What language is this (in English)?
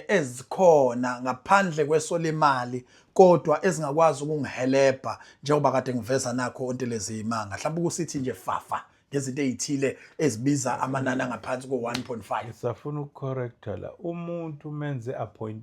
Zulu